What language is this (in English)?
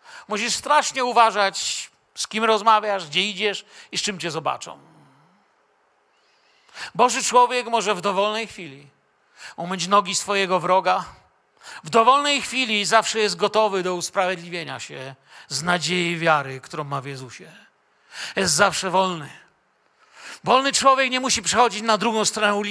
Polish